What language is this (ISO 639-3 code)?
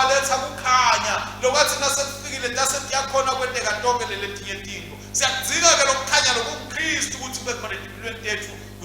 ssw